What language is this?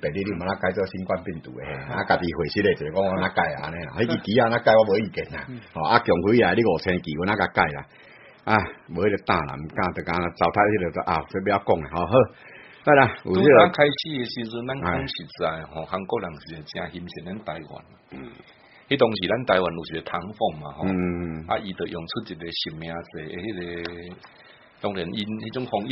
Min Nan Chinese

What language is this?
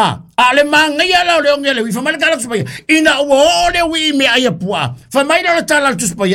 Samoan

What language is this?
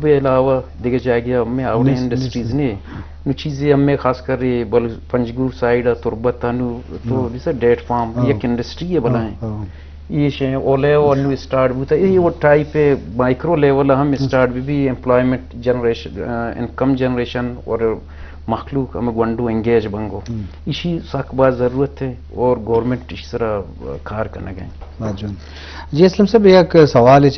Eastern Balochi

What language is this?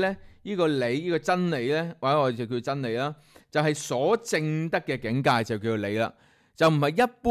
Cantonese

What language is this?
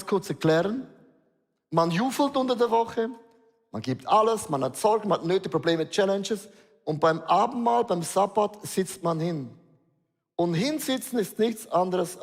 Swiss German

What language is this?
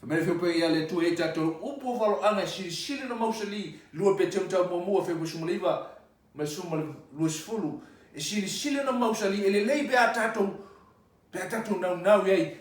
Samoan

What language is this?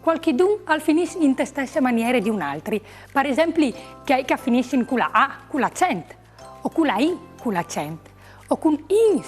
Friulian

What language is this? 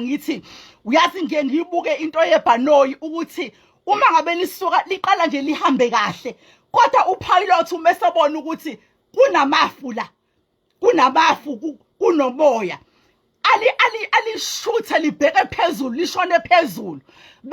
Zulu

